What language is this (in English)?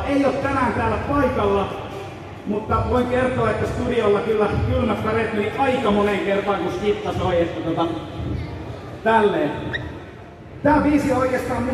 Finnish